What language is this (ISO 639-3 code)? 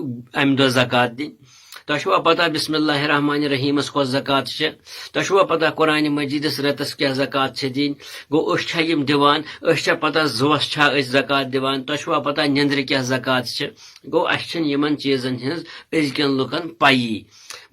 kas